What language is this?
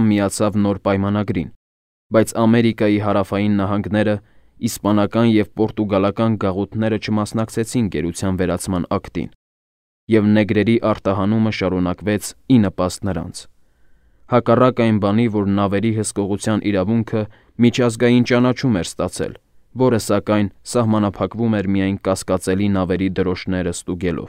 Armenian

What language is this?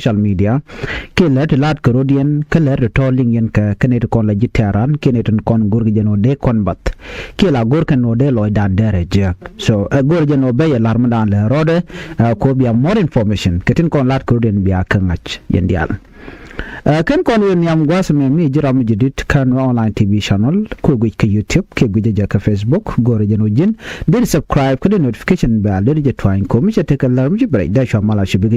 Nuer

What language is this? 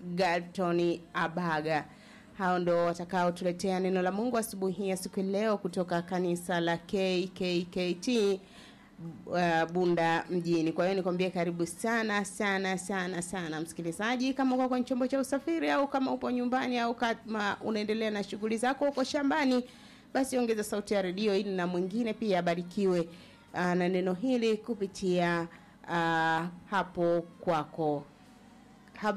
Swahili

